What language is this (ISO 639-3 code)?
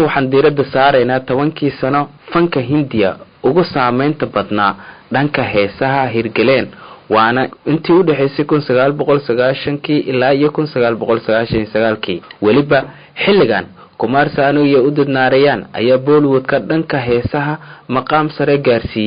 som